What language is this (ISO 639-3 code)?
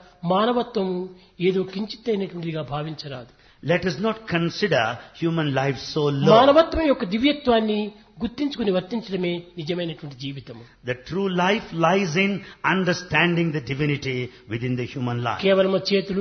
tel